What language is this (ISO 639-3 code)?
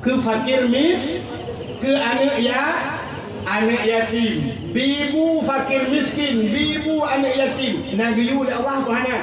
ace